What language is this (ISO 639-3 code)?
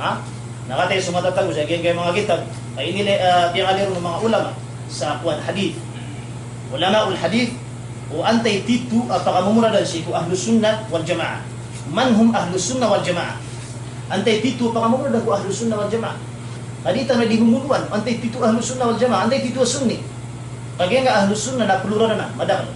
mrw